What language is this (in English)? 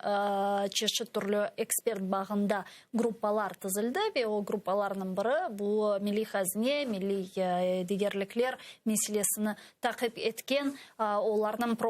Crimean Tatar